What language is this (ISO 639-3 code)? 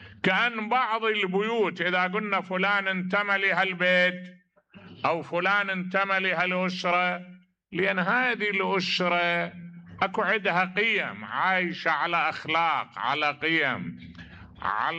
acm